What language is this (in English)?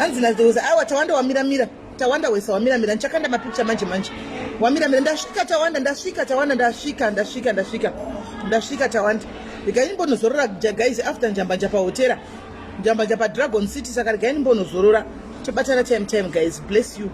Shona